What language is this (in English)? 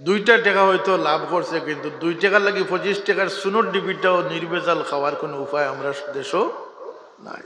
Sylheti